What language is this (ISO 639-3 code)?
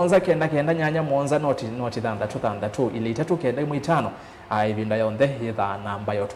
kam